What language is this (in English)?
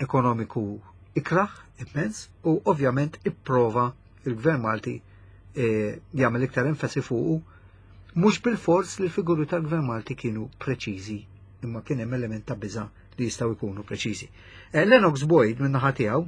Maltese